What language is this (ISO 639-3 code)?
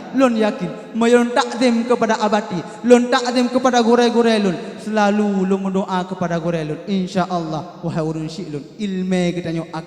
ace